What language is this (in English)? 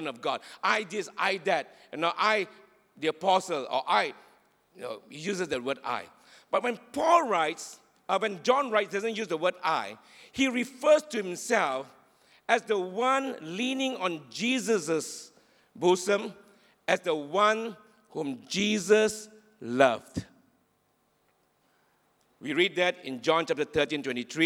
English